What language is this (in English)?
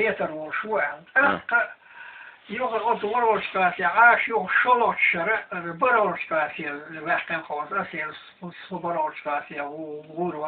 Chechen